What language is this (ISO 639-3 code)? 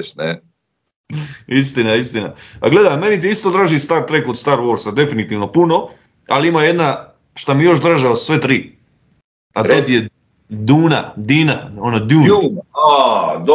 hrv